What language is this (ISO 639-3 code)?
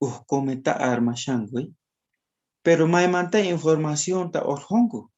quh